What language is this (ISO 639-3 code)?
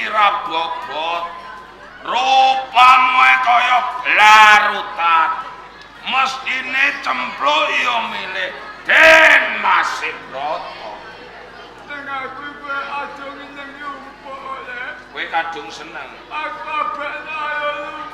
jav